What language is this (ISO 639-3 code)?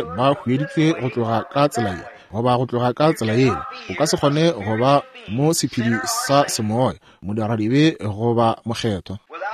nso